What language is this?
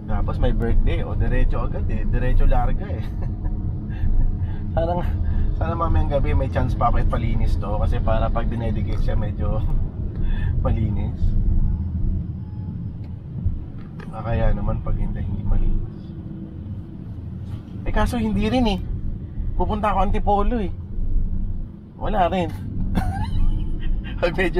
Filipino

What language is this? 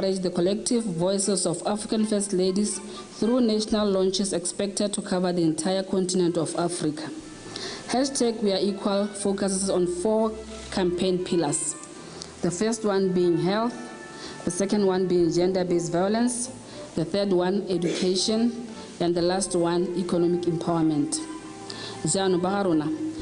Tswana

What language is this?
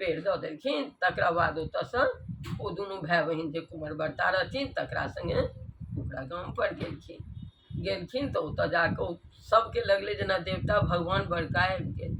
Maithili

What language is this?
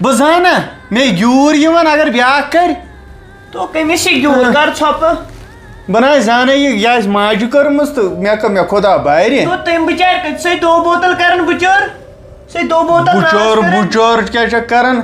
Kashmiri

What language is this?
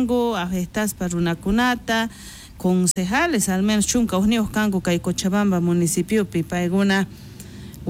South Bolivian Quechua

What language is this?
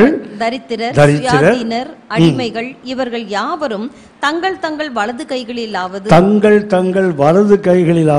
Tamil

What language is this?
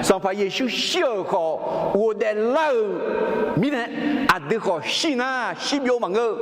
Akha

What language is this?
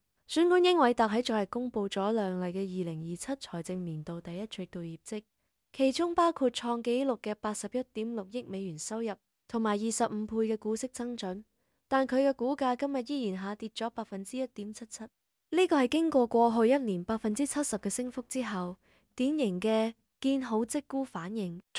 Cantonese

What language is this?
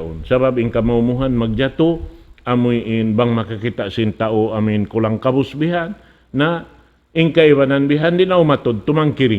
Tausug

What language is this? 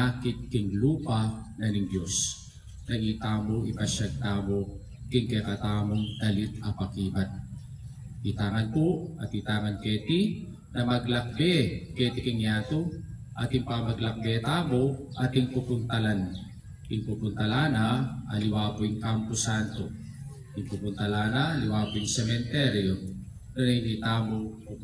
Pampanga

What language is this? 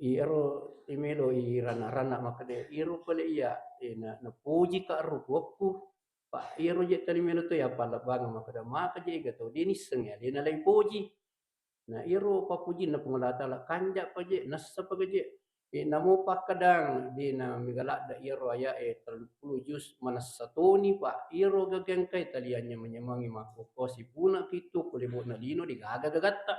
Buginese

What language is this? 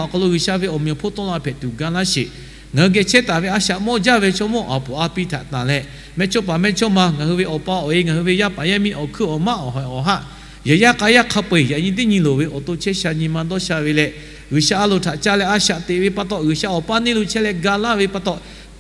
Lahu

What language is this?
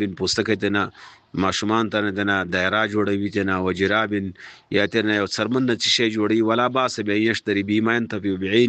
Pashto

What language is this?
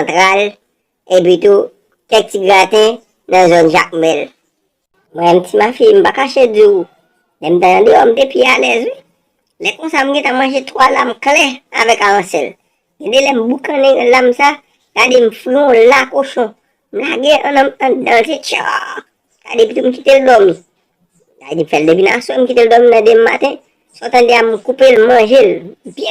Haitian Creole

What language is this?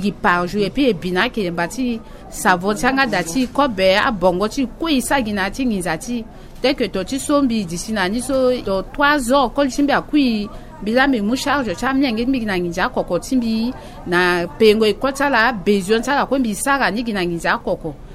Sango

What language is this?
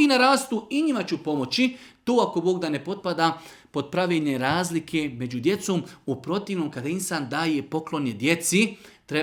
Bosnian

